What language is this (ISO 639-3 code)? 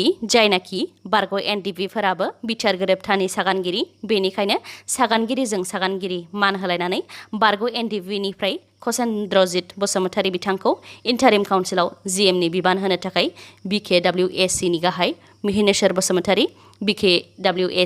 brx